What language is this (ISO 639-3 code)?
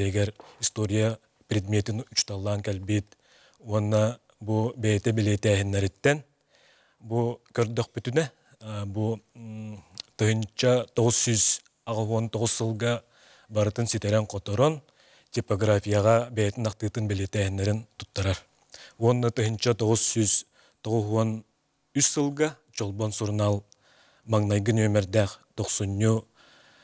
sah